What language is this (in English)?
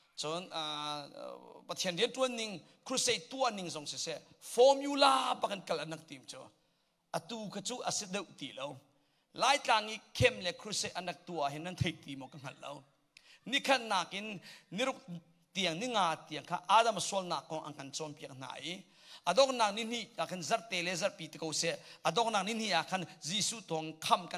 Hakha Chin